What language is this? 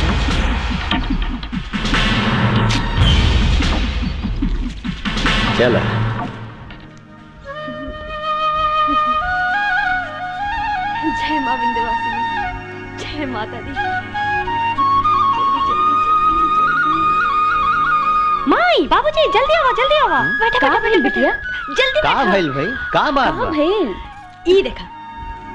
Bhojpuri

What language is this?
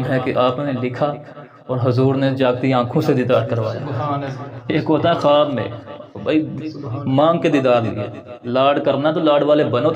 Urdu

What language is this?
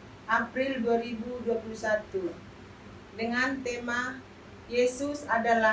Batak Simalungun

